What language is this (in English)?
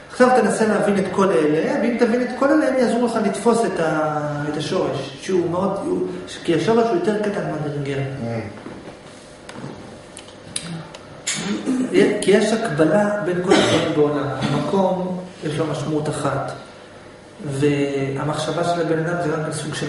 Hebrew